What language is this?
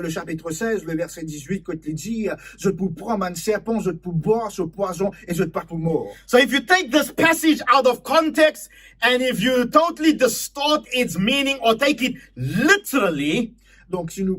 Morisyen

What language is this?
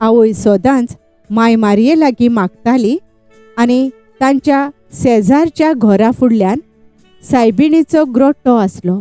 Konkani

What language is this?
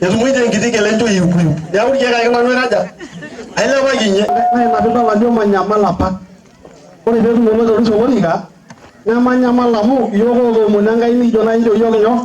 Masai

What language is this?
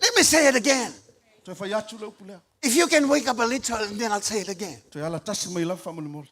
Samoan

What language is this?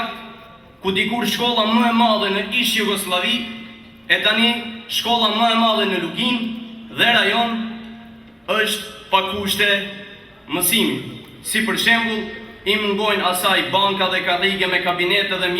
Albanian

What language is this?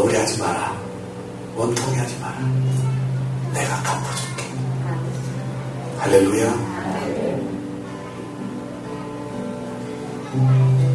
Korean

